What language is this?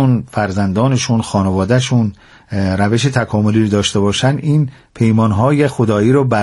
Persian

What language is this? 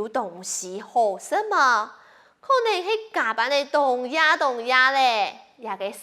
Hakka Chinese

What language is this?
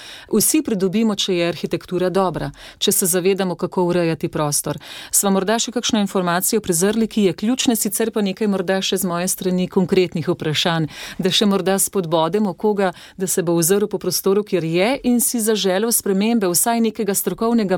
Slovenian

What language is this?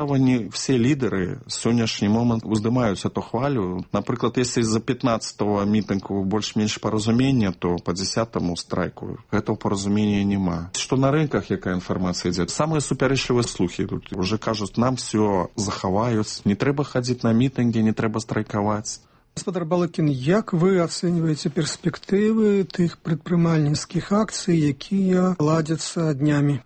Belarusian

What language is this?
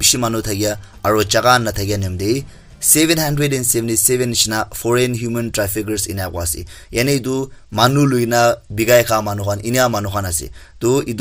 Naga Pidgin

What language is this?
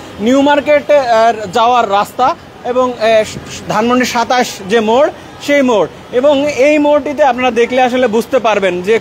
Bangla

